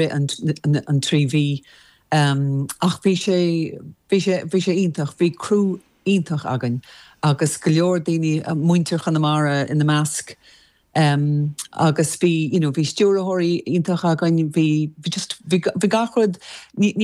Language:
Irish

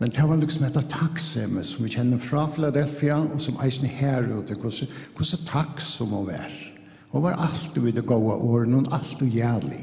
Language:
Faroese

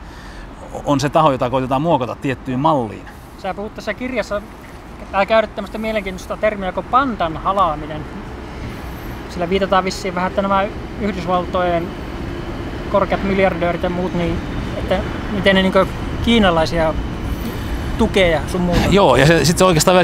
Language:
Finnish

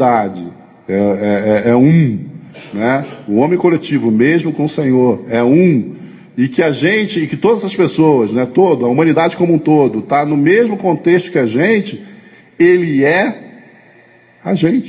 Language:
Portuguese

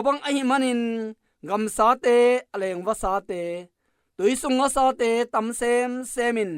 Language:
Tedim Chin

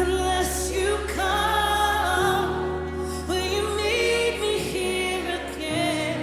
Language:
Plautdietsch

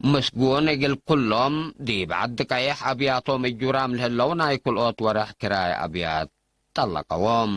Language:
Tigre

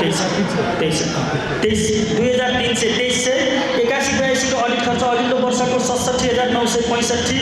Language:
Nepali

